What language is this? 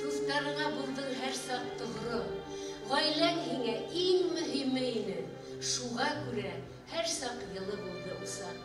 Bashkir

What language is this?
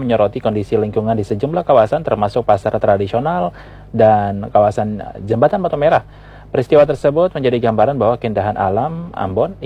Indonesian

